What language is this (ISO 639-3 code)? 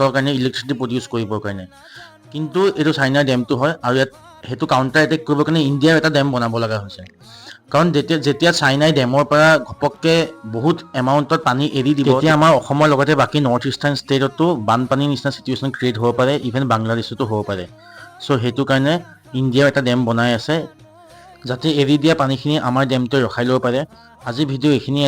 asm